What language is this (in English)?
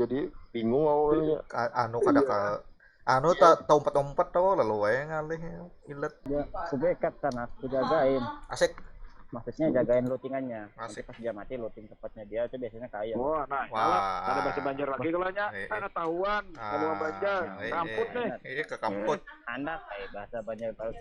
Banjar